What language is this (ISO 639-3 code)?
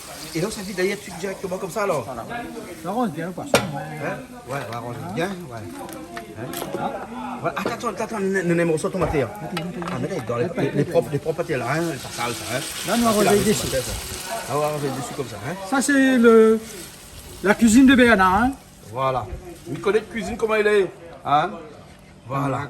rcf